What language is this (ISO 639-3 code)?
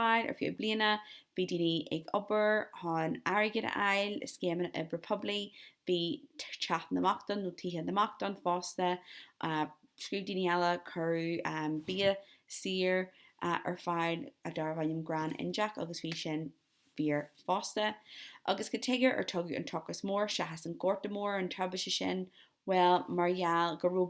gle